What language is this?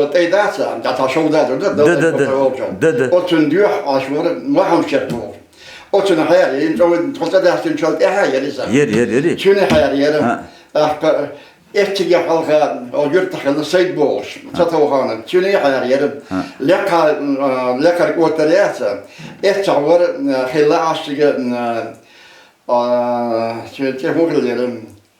Chechen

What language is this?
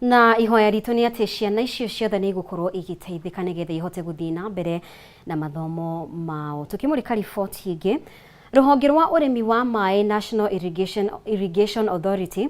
Kikuyu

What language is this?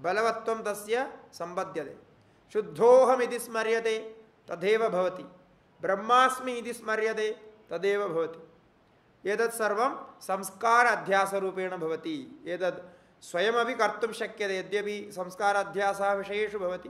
Sanskrit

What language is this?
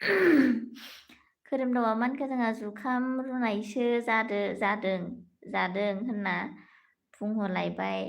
Bodo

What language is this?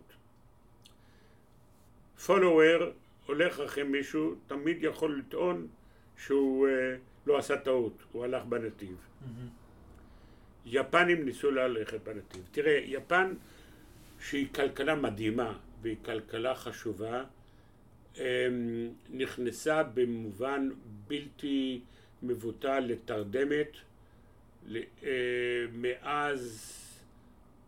Hebrew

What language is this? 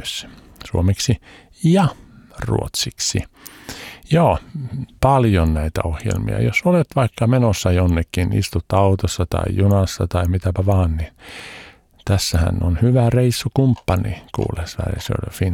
Finnish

